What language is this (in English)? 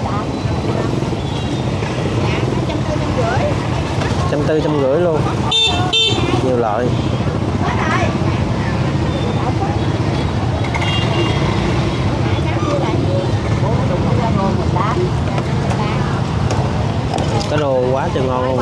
Vietnamese